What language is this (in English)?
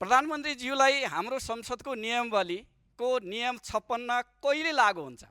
Nepali